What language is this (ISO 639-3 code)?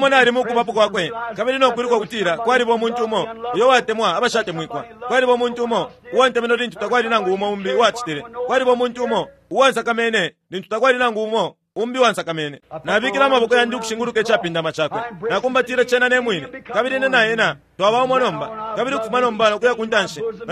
bem